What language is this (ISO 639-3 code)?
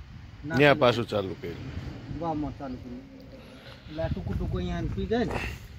guj